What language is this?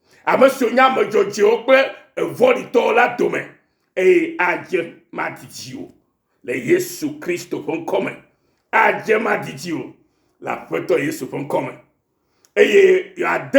Ewe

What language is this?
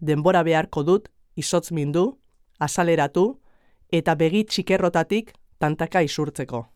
Basque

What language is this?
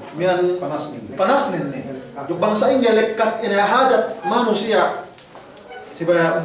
Yakan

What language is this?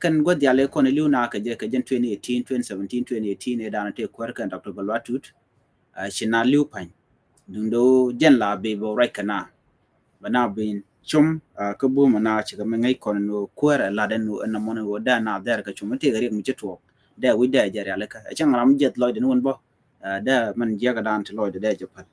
Nuer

